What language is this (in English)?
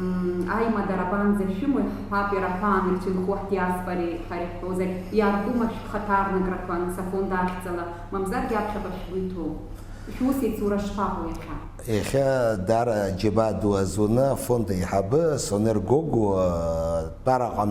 Abkhazian